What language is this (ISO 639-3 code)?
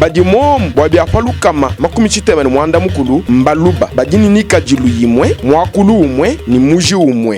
lua